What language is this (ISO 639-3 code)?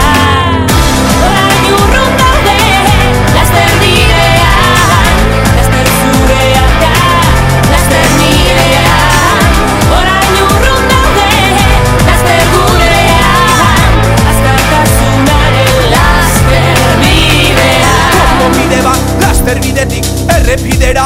eus